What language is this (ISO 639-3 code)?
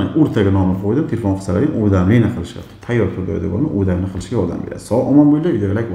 uzb